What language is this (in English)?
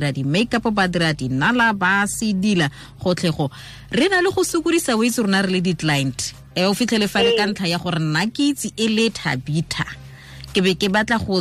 Tswana